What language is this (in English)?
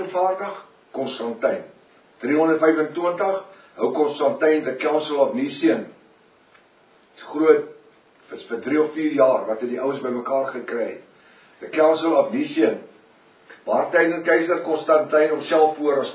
Afrikaans